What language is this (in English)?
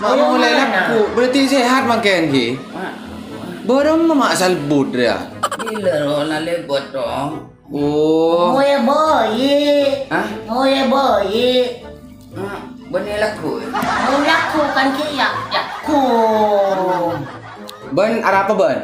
Madurese